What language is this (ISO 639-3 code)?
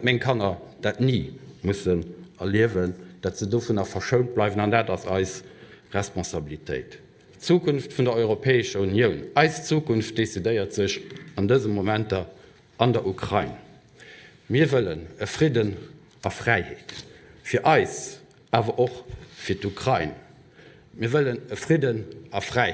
ltz